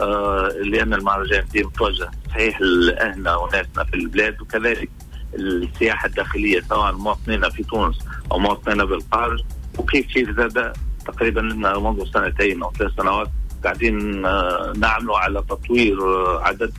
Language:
Tunisian Arabic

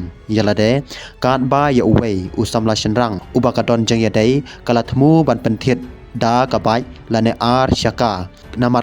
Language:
Khasi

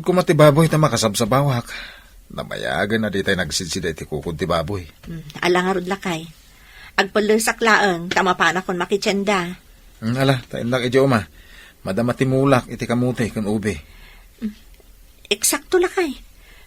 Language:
Iloko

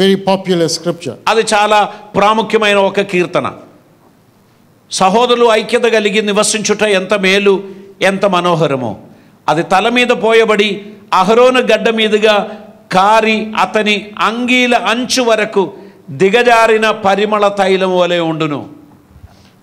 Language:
Telugu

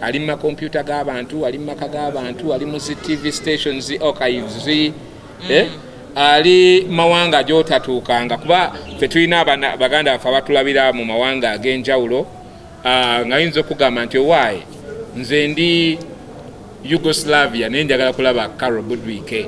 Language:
Ganda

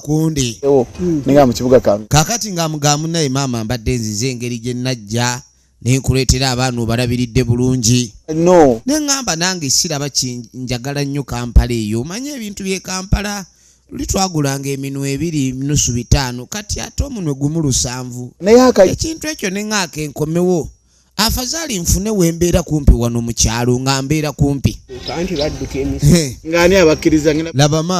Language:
Ganda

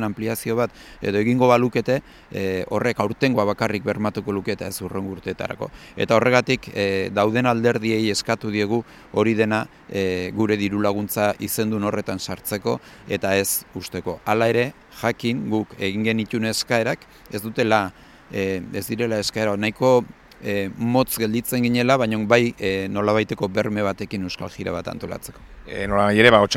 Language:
Basque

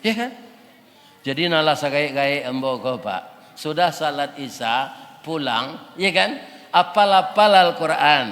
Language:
Minangkabau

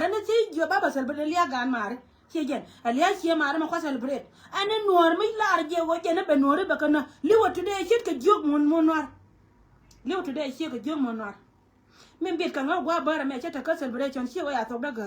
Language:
Nuer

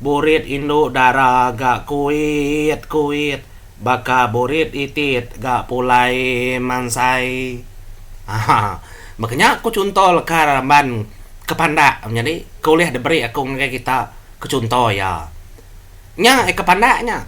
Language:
Iban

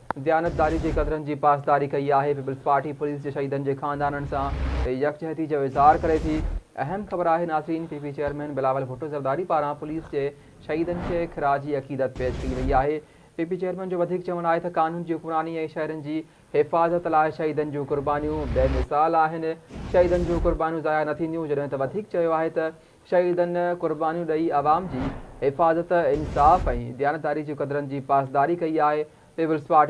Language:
Sindhi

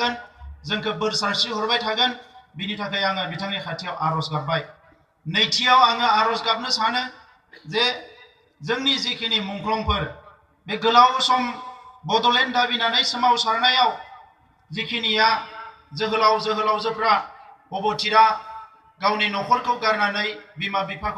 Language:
Bodo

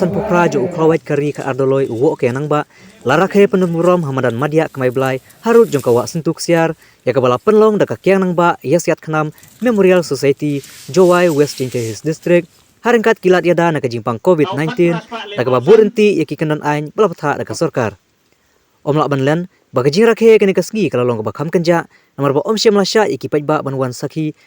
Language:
Khasi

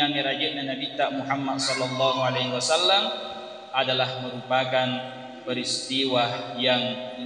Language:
Buginese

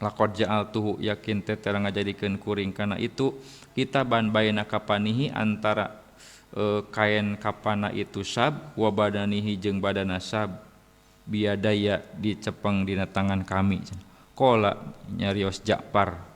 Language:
Sundanese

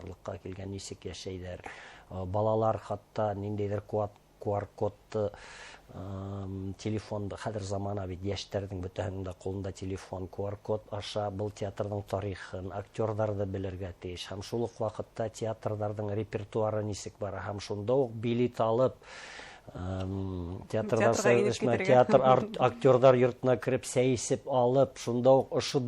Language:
Bashkir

